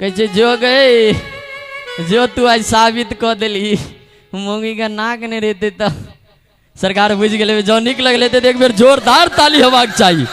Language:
Maithili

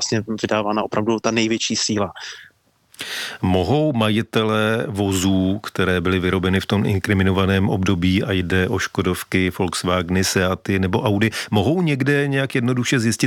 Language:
Czech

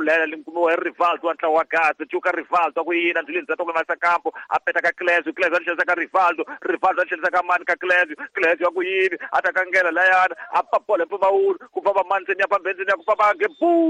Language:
Tsonga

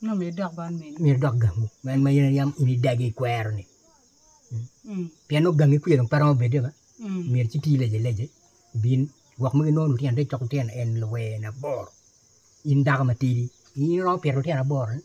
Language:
Acoli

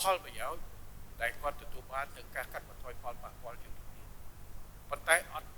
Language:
Khmer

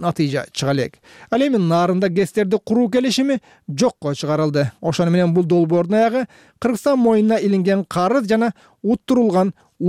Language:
Kyrgyz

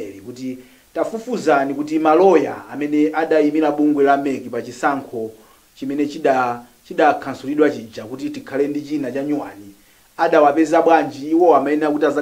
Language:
Nyanja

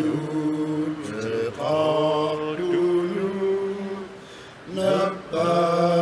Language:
Kalaallisut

